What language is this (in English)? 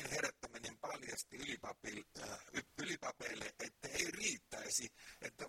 Finnish